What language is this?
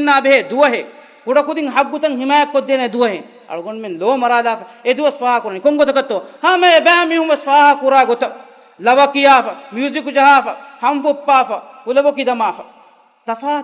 Divehi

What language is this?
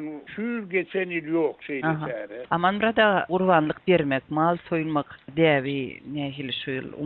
Turkmen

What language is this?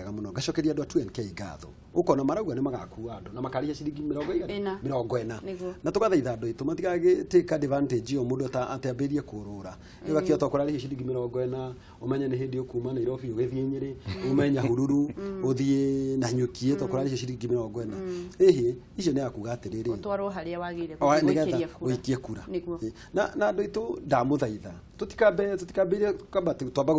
Kikuyu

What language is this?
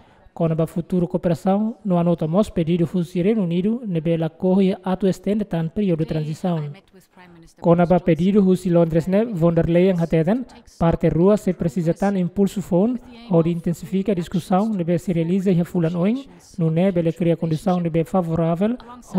Tetum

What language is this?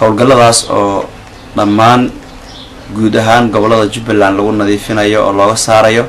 Somali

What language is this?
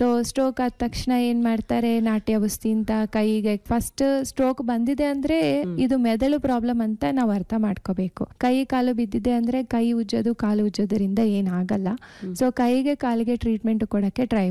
Kannada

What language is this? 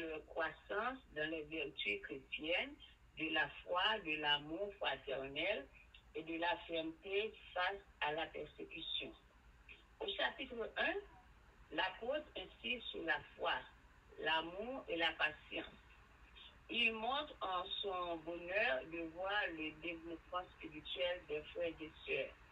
French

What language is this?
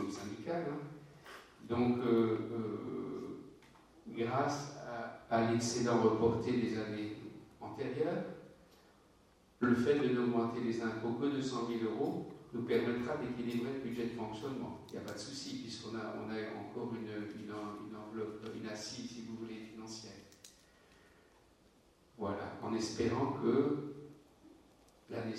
French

